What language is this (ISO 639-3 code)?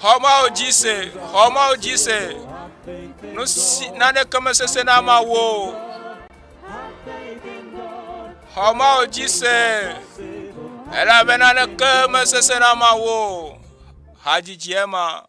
ewe